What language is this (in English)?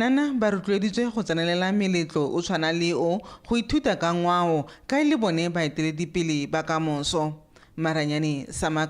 Tswana